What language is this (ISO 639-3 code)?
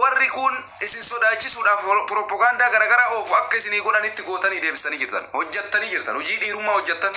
orm